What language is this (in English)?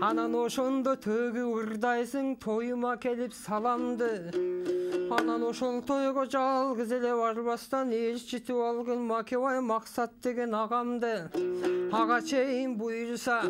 Kyrgyz